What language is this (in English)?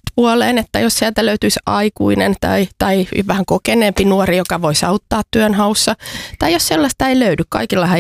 Finnish